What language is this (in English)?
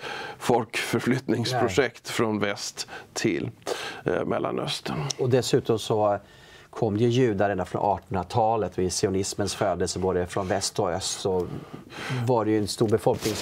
Swedish